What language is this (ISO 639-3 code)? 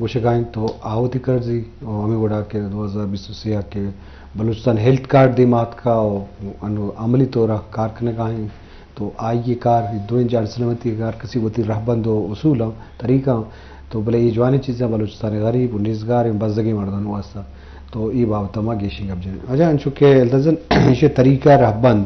bgp